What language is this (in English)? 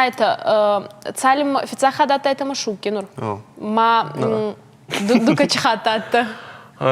Ossetic